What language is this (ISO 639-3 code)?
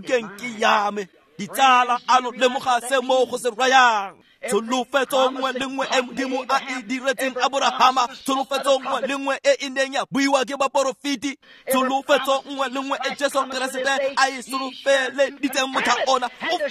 tsn